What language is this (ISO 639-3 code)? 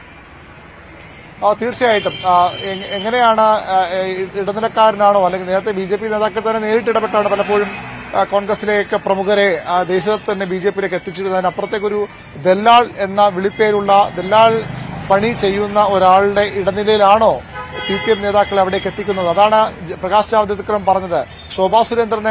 mal